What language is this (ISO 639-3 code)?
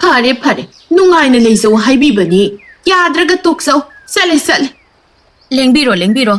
mni